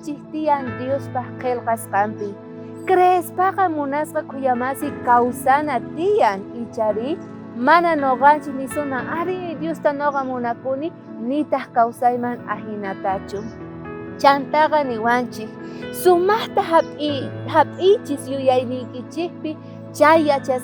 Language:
South Bolivian Quechua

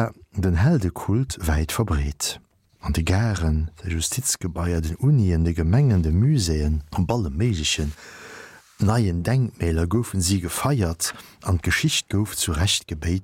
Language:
Luxembourgish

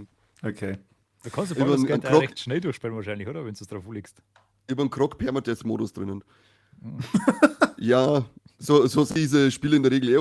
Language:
Bavarian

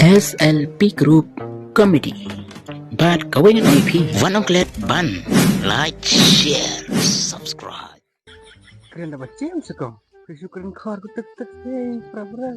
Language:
Khasi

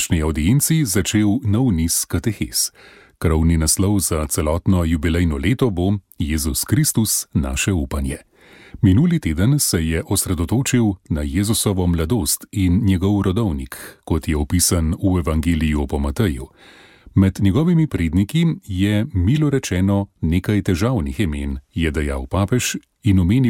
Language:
Slovenian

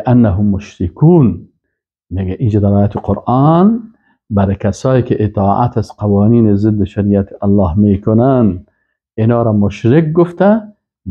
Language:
Persian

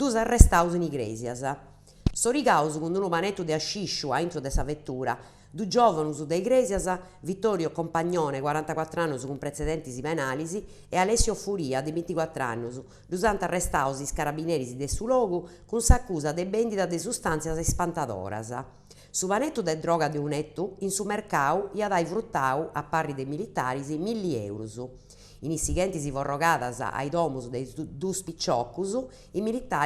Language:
Sardinian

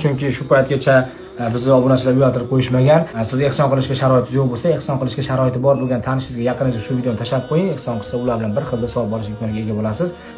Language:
Uzbek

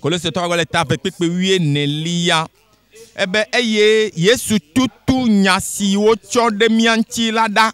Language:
Ewe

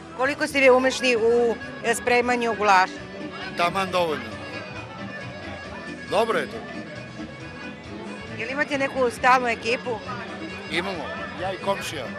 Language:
Serbian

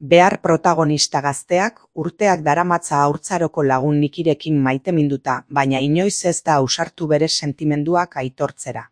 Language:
Basque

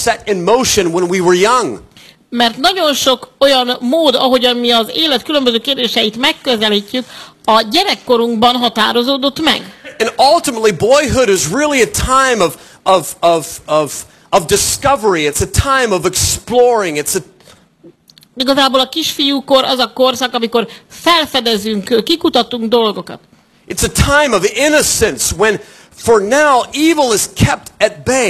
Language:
Hungarian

